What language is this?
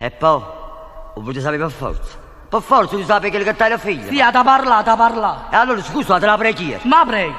Neapolitan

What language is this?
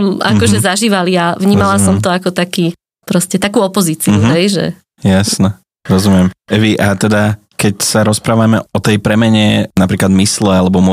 Slovak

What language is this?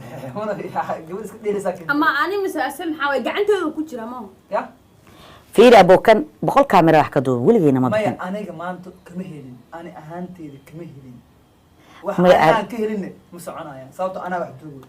Somali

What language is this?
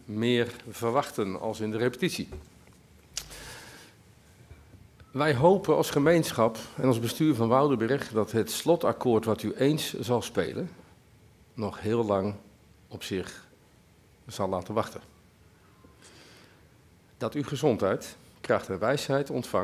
Dutch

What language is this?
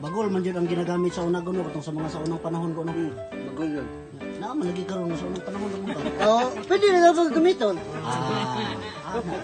Cebuano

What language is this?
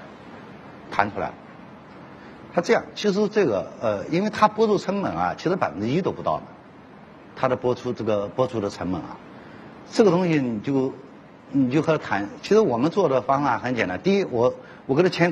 Chinese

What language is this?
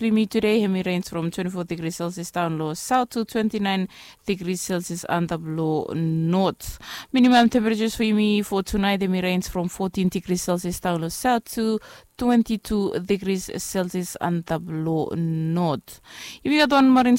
Bislama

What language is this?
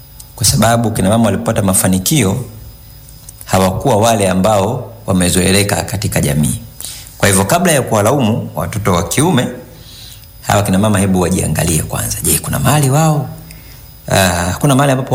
Swahili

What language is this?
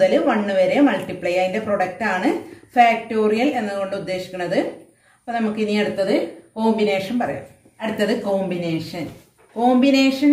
Malayalam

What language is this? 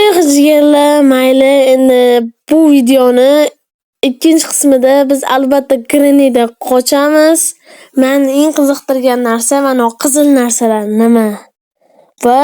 Uzbek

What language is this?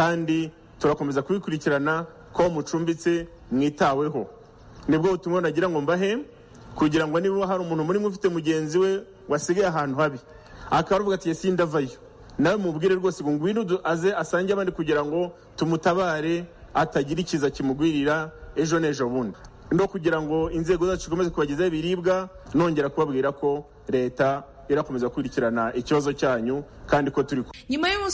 Kinyarwanda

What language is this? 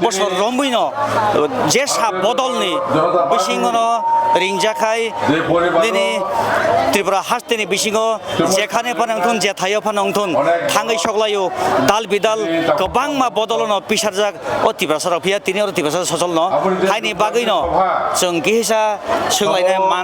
Kok Borok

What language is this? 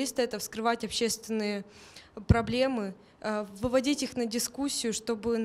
Russian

